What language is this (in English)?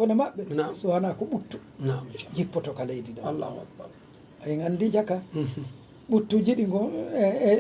Pular